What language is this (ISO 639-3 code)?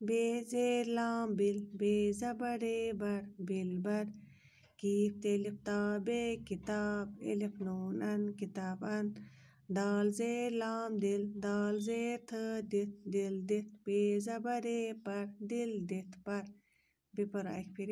kas